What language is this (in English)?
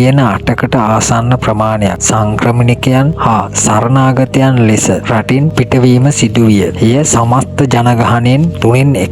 Sinhala